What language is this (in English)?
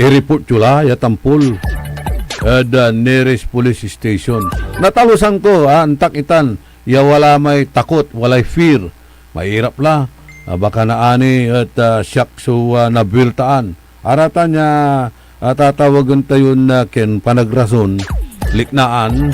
Pangasinan